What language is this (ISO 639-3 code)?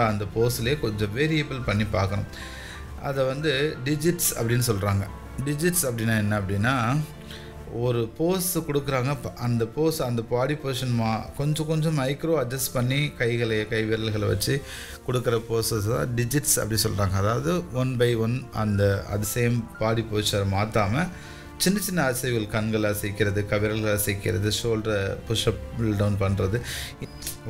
tam